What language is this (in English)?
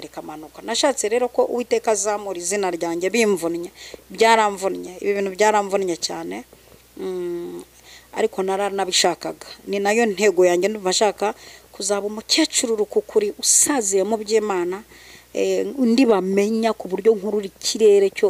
Kinyarwanda